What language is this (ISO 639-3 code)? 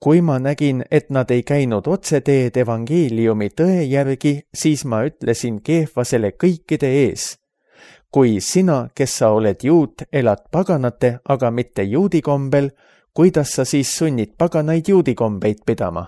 est